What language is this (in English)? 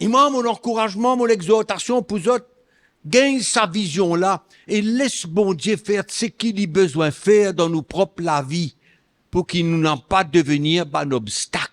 Morisyen